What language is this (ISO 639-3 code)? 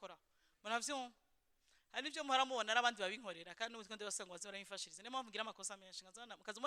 run